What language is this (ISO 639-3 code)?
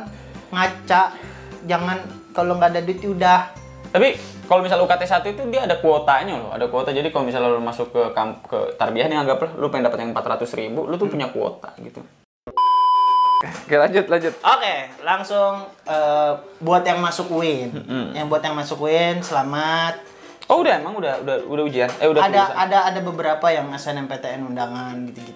ind